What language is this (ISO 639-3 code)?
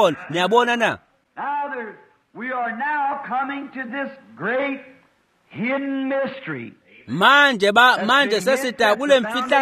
ssw